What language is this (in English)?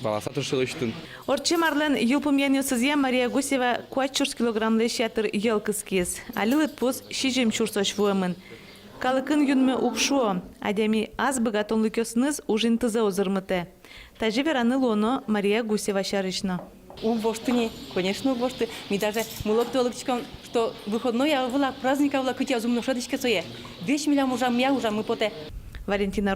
Udmurt